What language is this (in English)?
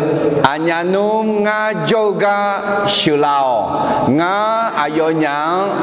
Akha